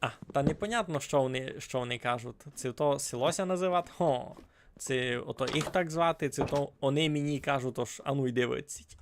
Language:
Rusyn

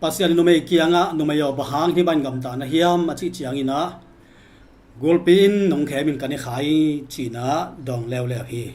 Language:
Tedim Chin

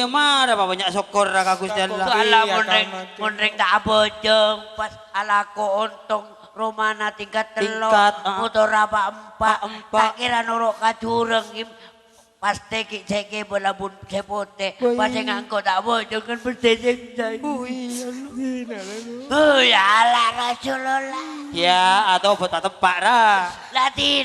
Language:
Madurese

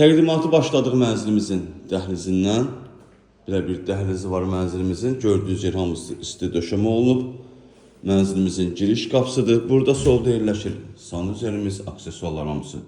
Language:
Azerbaijani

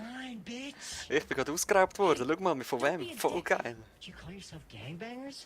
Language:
Swiss German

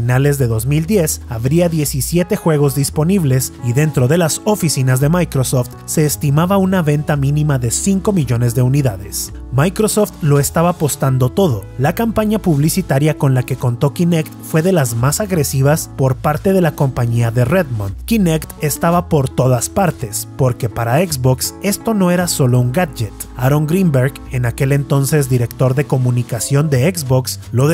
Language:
Spanish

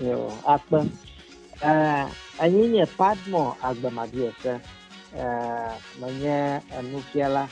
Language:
Ewe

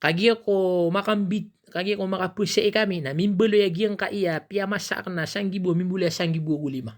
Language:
Maranao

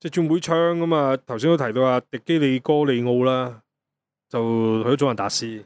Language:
Cantonese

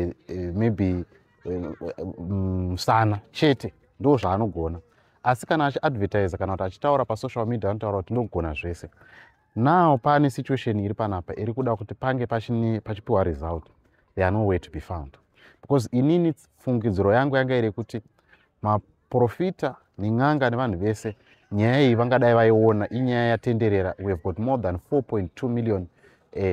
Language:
Shona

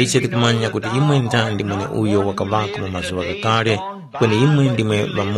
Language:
Tumbuka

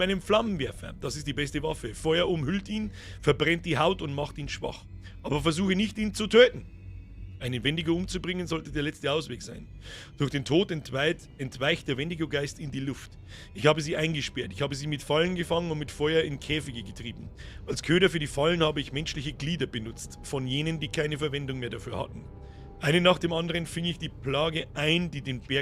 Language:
Bavarian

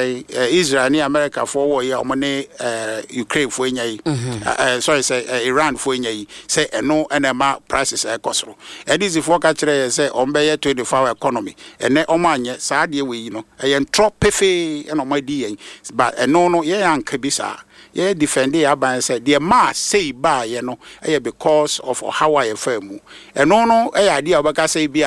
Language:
Akan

